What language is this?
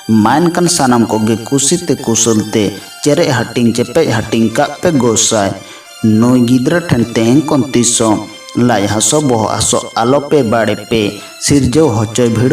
Santali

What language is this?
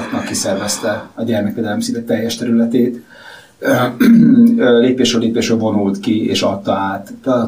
Hungarian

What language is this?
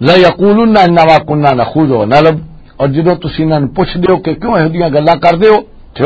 Western Panjabi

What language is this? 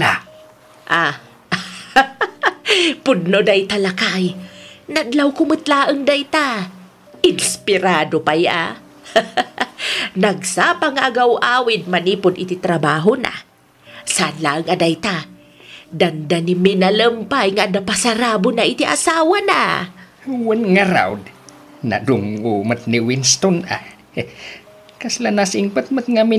Iloko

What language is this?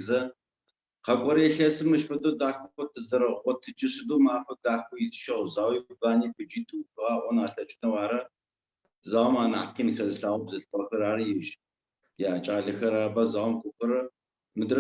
Adyghe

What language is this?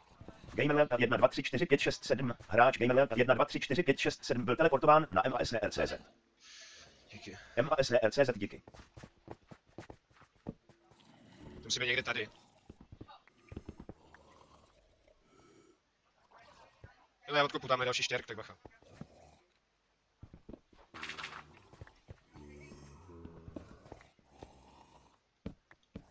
Czech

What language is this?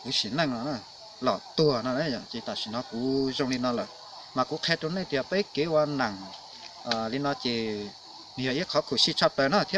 Hmong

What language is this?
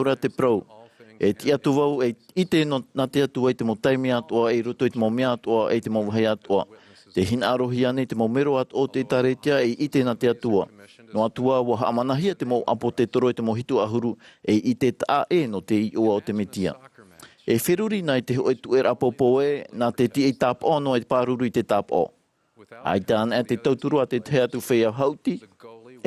Tahitian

